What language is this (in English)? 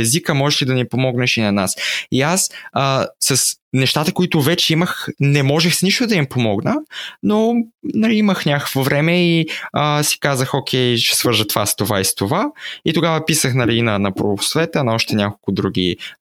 Bulgarian